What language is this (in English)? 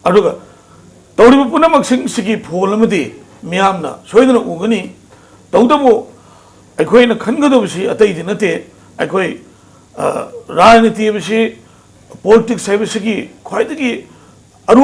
Manipuri